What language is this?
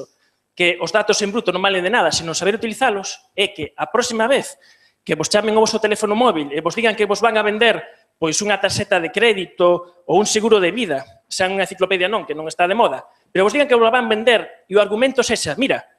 Galician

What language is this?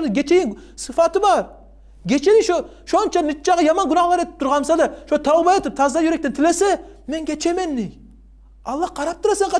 Kumyk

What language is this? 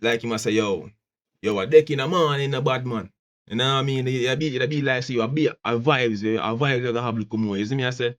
Jamaican Creole English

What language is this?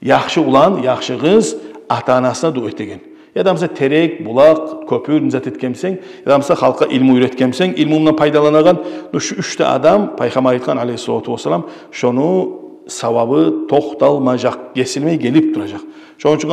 Kumyk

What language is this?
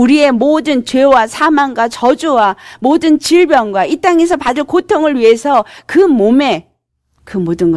Korean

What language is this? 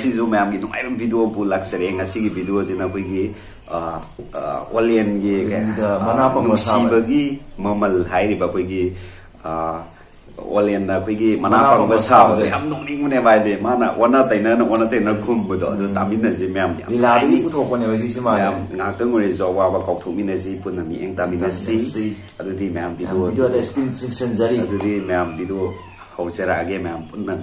Manipuri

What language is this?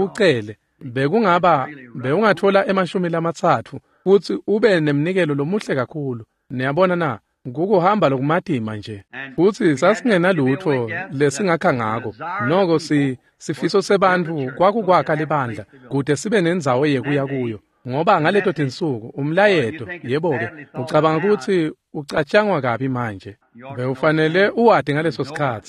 Swati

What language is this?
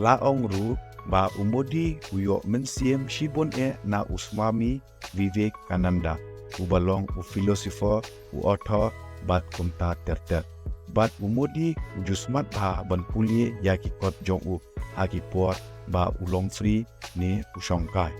Khasi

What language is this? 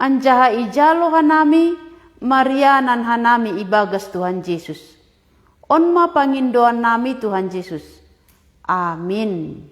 Batak Simalungun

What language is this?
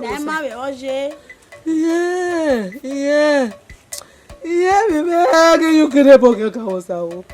Bini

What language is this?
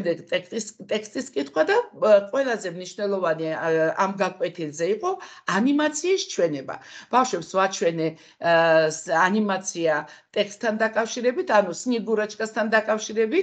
Georgian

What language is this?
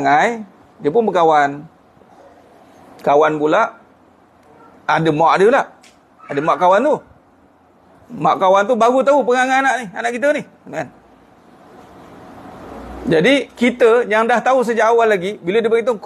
Malay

